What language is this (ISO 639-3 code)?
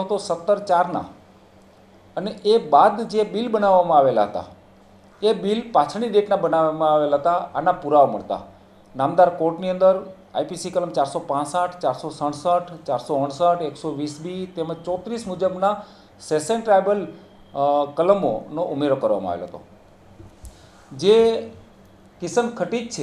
guj